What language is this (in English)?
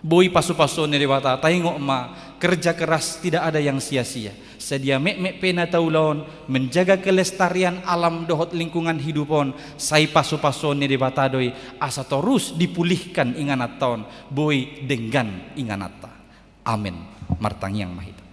Batak Toba